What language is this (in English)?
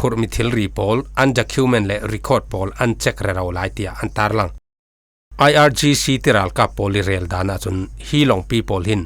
Falam Chin